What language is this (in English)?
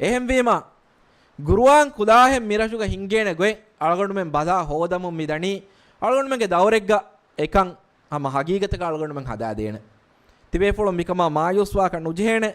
Divehi